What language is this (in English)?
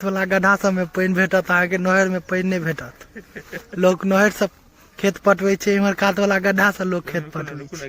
Maithili